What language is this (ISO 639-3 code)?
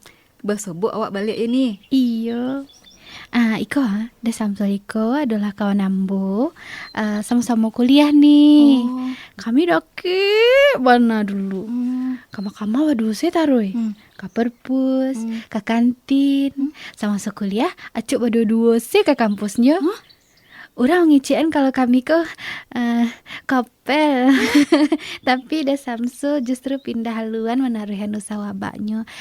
min